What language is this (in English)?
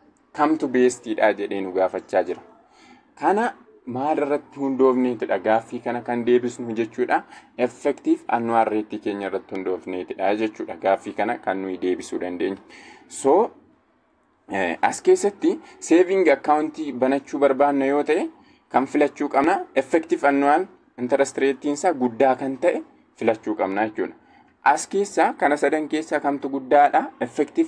Oromo